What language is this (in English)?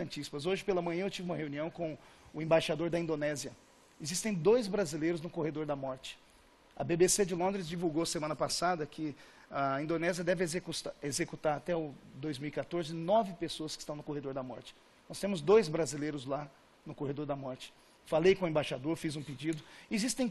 Portuguese